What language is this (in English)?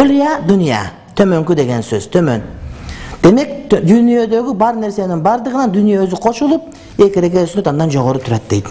Kyrgyz